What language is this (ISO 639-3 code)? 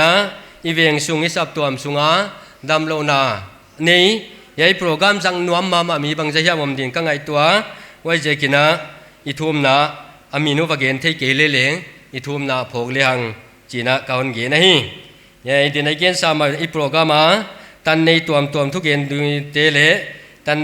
pck